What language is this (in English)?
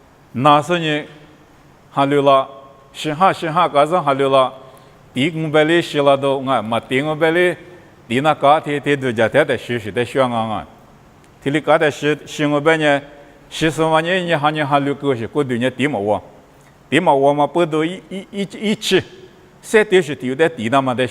Lisu